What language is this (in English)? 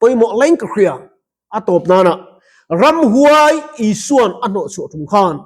Mizo